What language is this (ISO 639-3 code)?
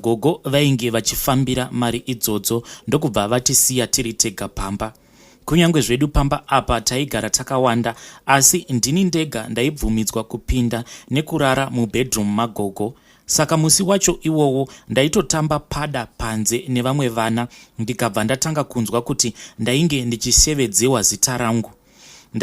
sna